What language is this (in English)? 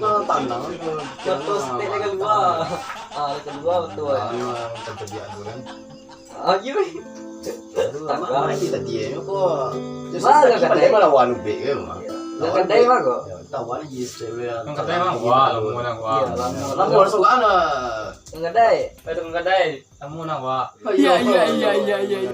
Minangkabau